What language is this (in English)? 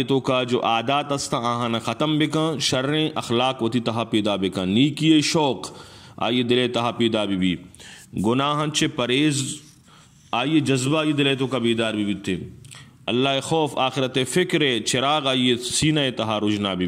Eastern Balochi